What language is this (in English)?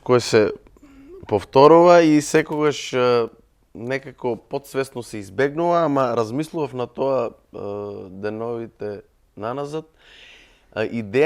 Macedonian